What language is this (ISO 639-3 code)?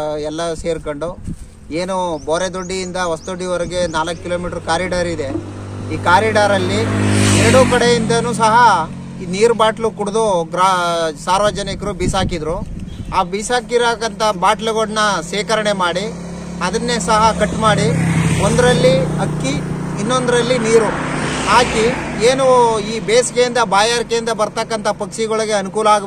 kan